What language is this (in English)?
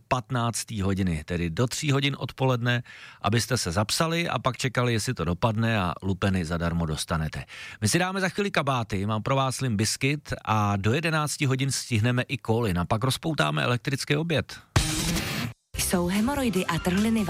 Czech